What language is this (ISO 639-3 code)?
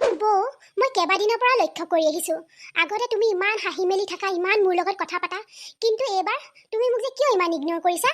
asm